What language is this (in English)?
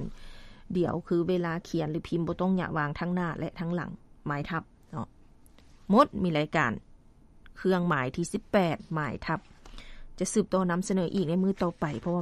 Lao